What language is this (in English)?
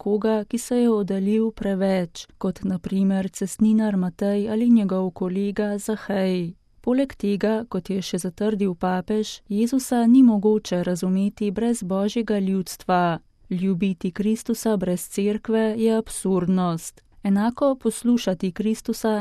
Slovenian